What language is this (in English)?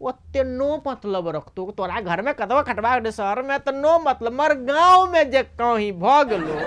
Maithili